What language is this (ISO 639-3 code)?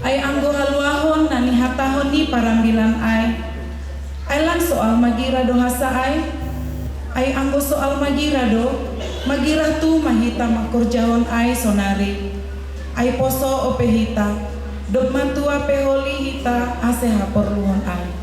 bts